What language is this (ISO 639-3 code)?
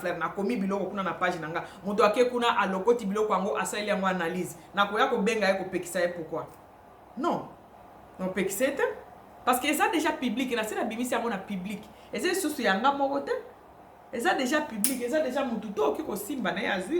lin